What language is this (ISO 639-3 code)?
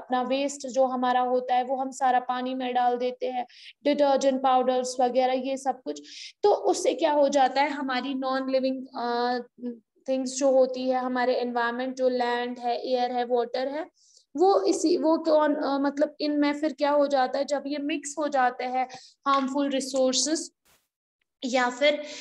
hin